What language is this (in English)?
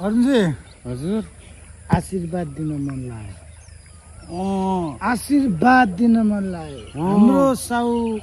Nepali